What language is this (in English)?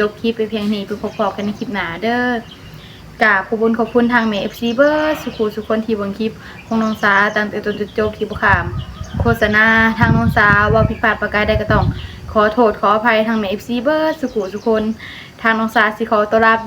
Northeastern Thai